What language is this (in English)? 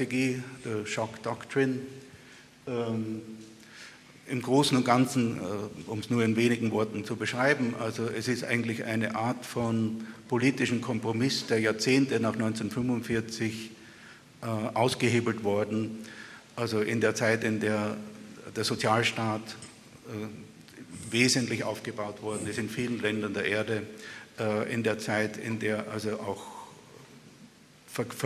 German